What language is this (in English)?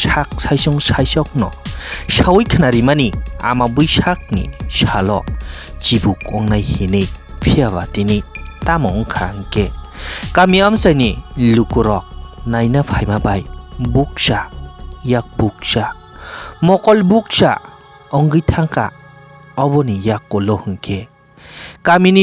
Kok Borok